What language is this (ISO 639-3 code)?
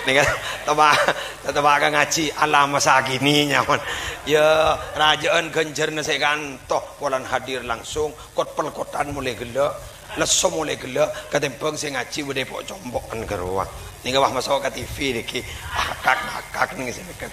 mad